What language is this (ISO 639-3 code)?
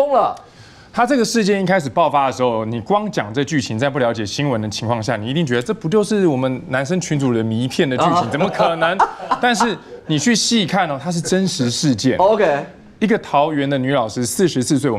zho